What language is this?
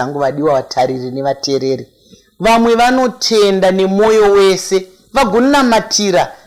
Shona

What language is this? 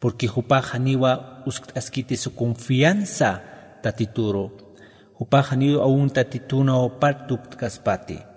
Aymara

